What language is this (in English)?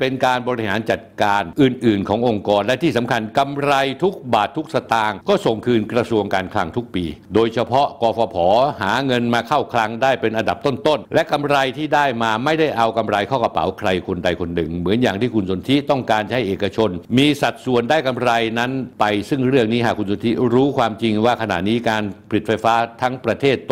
Thai